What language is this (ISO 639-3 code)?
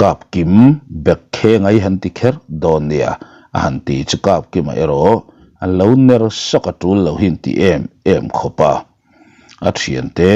lus